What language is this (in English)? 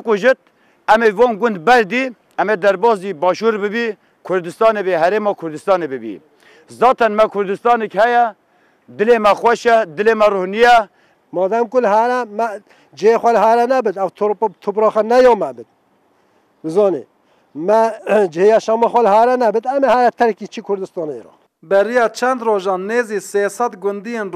Kurdish